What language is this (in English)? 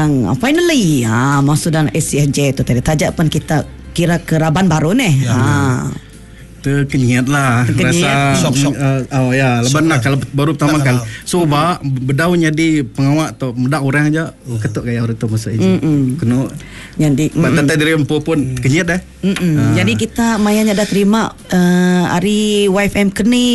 Iban